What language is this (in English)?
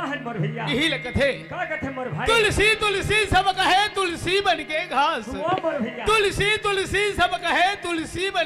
Chhattisgarhi